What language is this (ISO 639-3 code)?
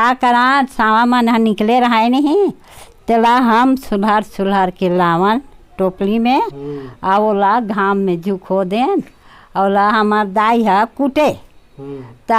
hne